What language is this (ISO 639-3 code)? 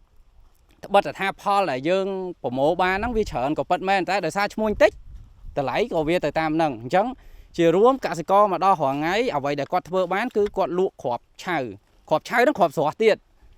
khm